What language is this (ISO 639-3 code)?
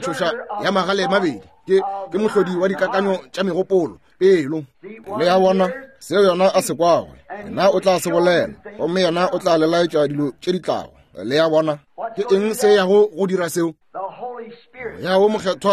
nso